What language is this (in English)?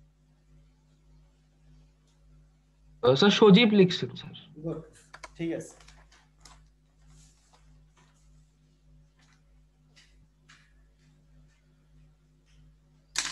Bangla